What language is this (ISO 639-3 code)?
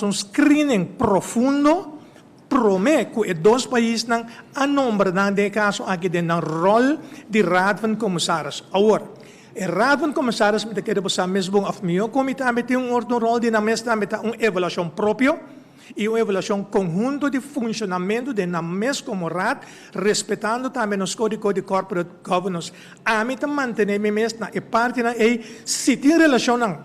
pap